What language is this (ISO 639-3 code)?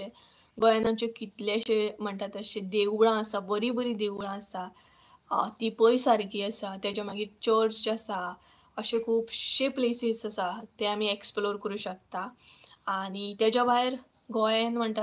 kok